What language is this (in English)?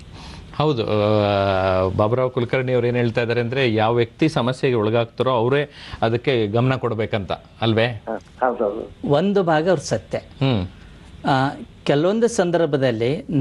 Kannada